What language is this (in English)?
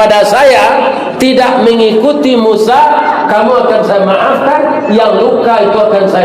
Minangkabau